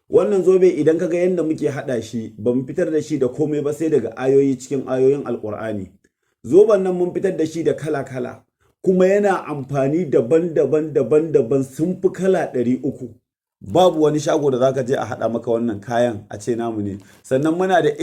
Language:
Hausa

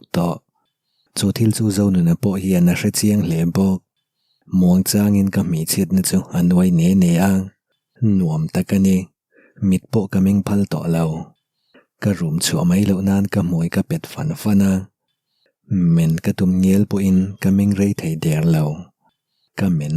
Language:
Mizo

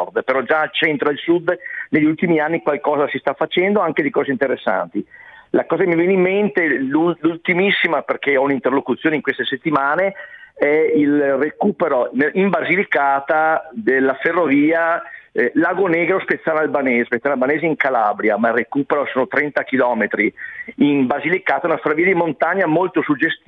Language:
Italian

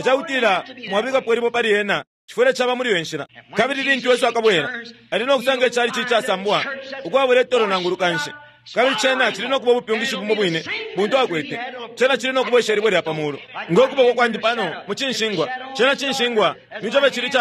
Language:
Bemba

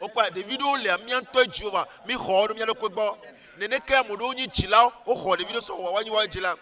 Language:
Ewe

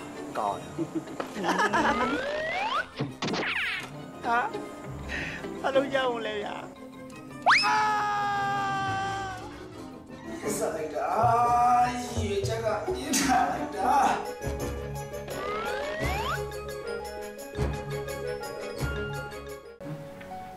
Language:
Burmese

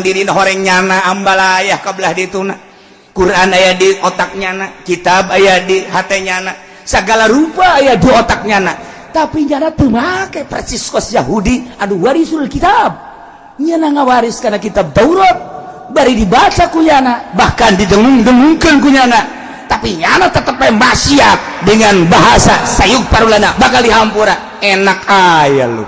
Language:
Sundanese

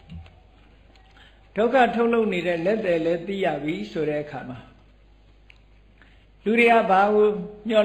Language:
Burmese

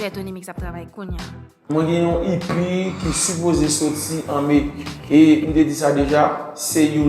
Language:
Haitian Creole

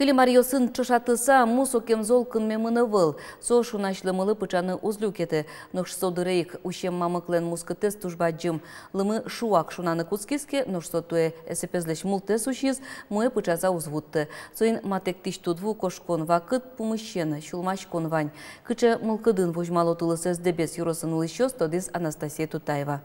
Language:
Udmurt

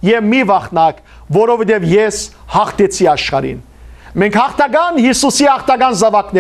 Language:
Western Armenian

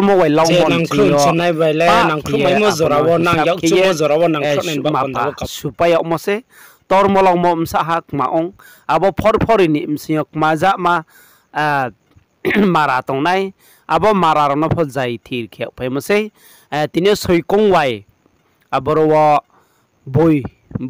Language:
Riang (India)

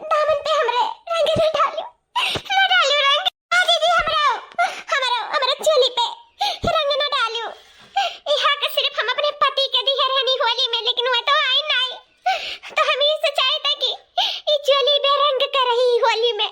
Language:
Awadhi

